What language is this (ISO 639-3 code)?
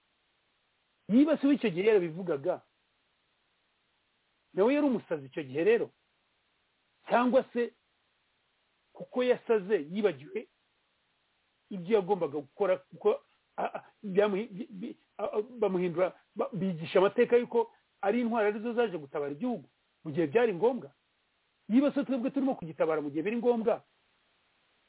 kin